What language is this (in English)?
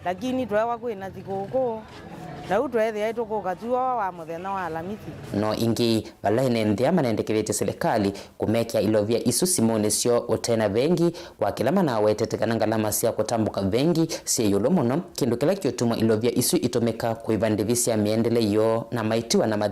Kamba